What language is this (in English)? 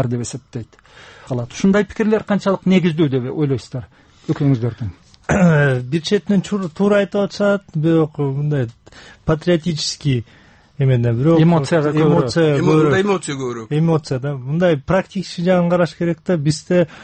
Kyrgyz